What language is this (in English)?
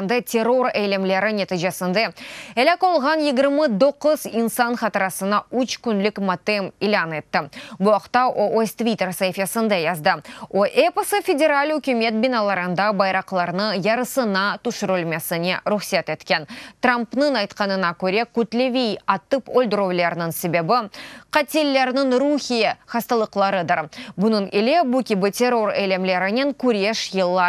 Crimean Tatar